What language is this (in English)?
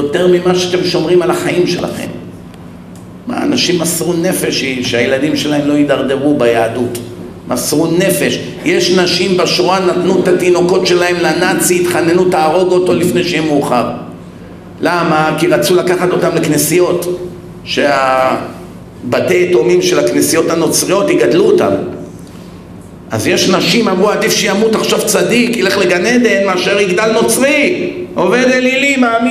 Hebrew